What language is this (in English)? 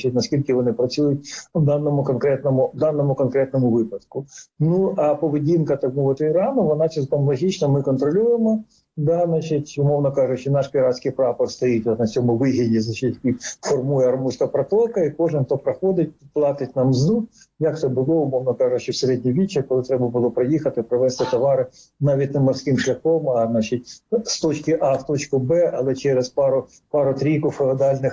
Ukrainian